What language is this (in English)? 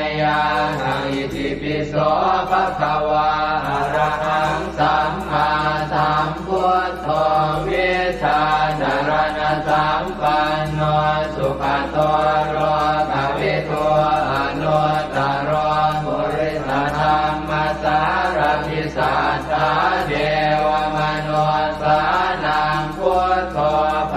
Pali